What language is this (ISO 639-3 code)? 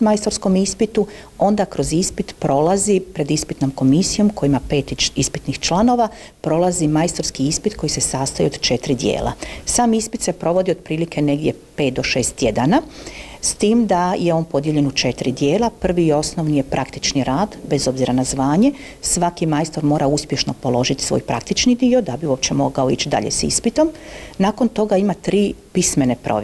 hrv